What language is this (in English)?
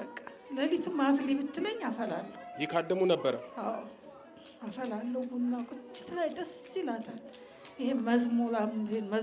Amharic